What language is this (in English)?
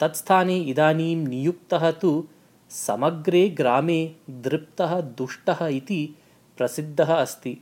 Sanskrit